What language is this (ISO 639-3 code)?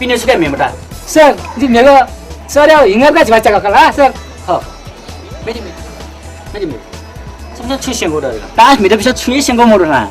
new